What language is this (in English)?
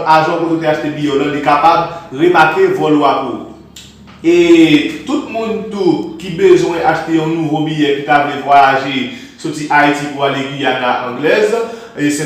Haitian Creole